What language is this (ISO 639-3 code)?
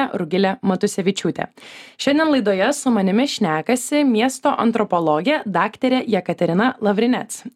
lit